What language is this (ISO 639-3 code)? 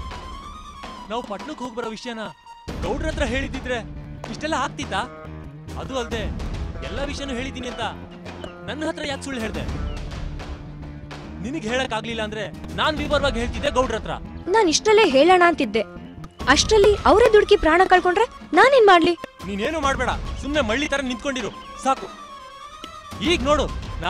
kan